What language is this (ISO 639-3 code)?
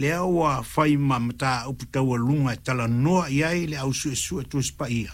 smo